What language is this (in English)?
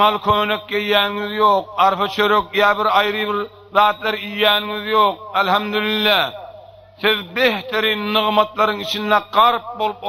Turkmen